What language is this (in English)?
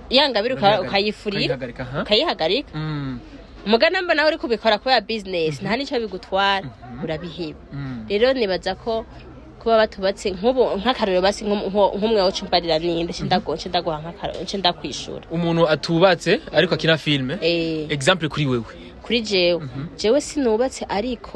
Rundi